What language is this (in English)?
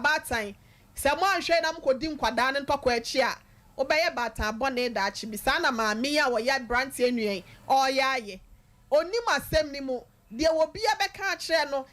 Akan